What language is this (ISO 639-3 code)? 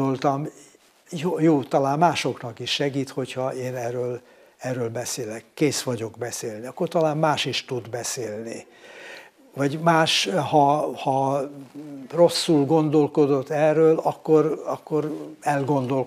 hun